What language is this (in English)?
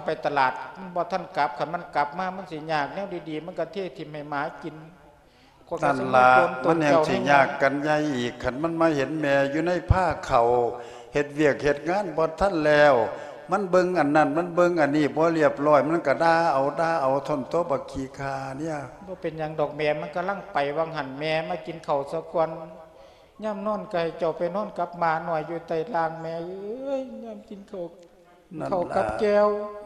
Lao